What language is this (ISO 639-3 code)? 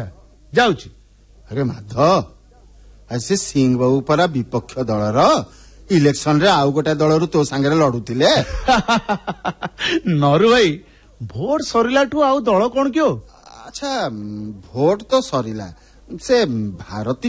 ori